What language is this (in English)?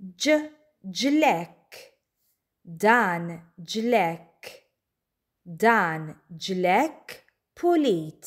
Maltese